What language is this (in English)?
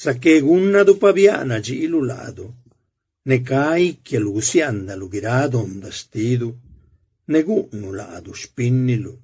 Zapotec